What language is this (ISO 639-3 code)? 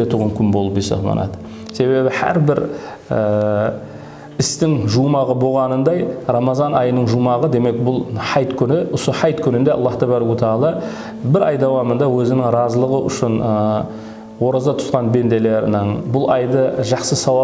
kaa